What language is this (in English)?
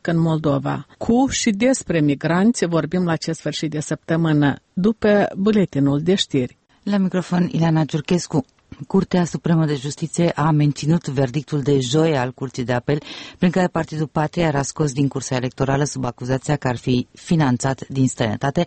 Romanian